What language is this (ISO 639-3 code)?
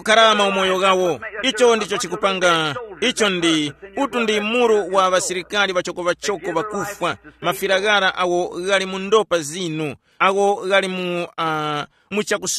tum